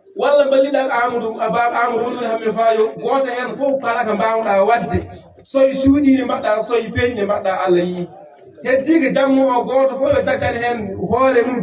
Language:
Fula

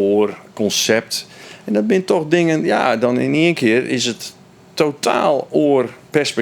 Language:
Western Frisian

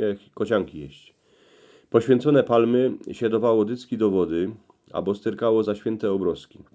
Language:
Silesian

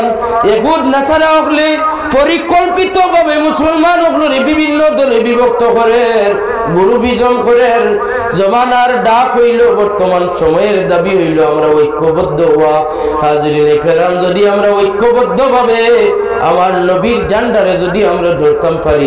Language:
Sylheti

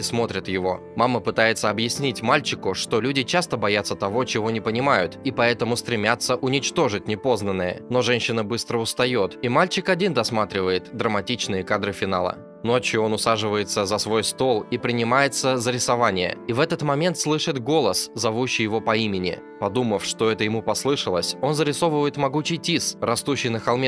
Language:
Russian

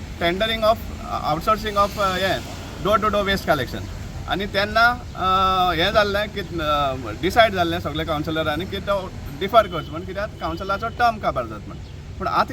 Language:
Konkani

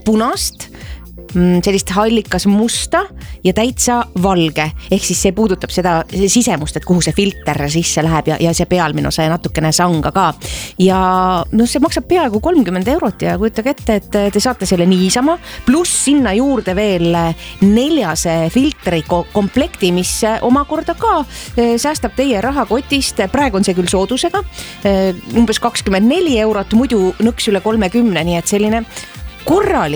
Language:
Estonian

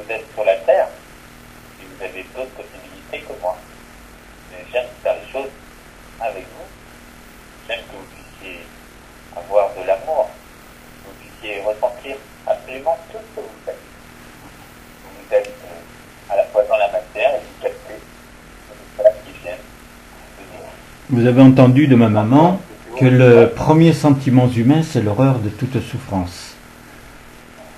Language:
French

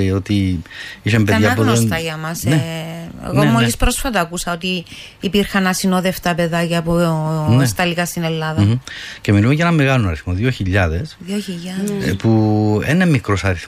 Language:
Greek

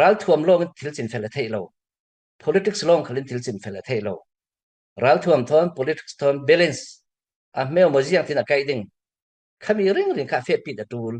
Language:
Falam Chin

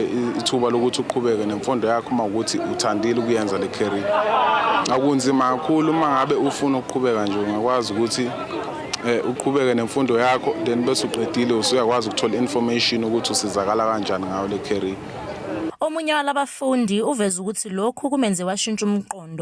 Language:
Zulu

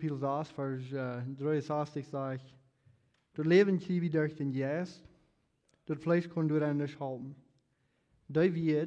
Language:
Plautdietsch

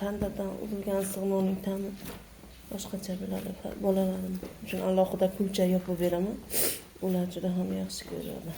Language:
Uzbek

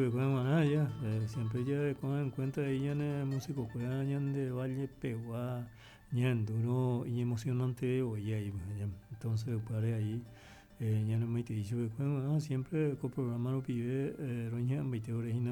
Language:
Guarani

